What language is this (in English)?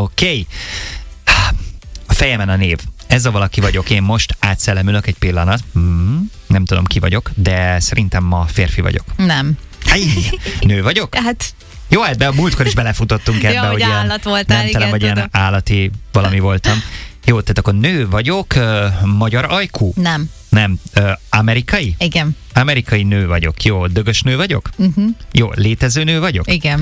Hungarian